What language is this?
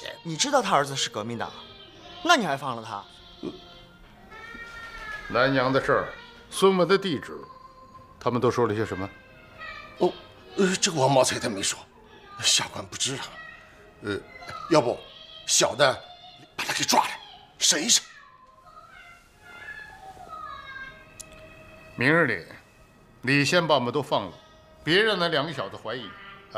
Chinese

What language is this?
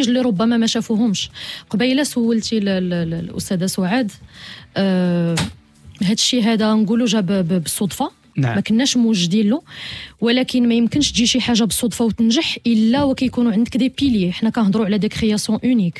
Moroccan Arabic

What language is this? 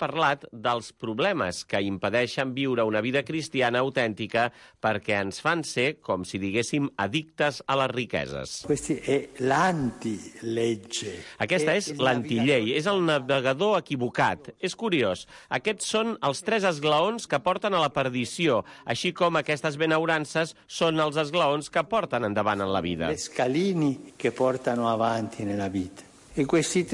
Catalan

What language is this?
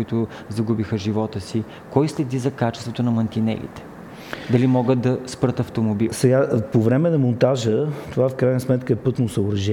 Bulgarian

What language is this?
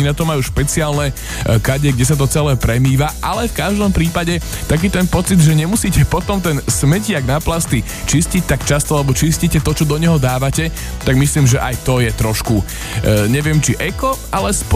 Slovak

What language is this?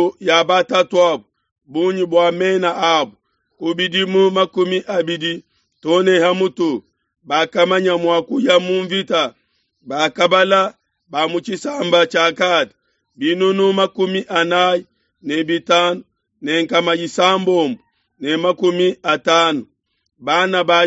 Luba-Lulua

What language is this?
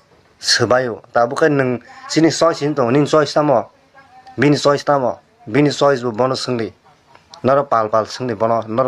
Kok Borok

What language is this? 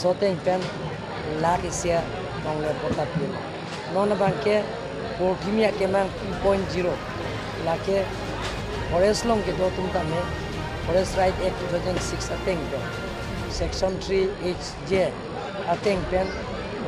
Karbi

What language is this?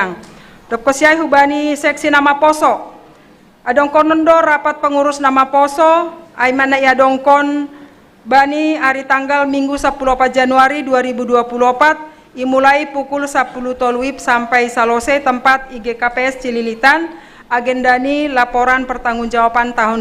Batak Simalungun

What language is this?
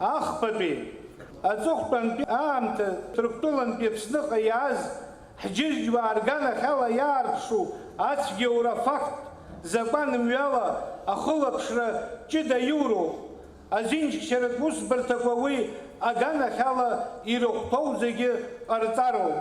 Abkhazian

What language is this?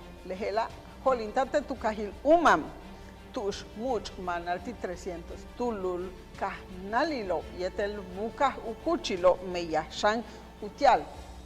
Yucateco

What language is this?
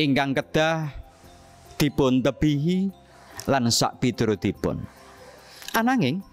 Javanese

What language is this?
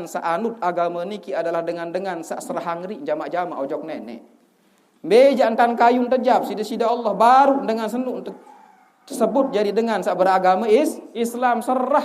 Sasak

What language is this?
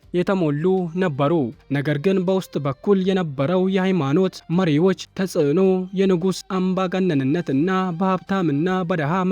Amharic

